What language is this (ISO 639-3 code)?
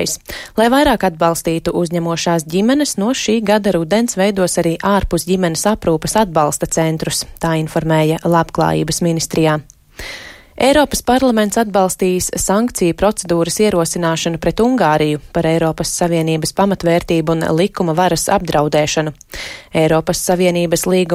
lav